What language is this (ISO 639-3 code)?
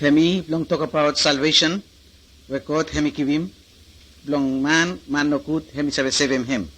bis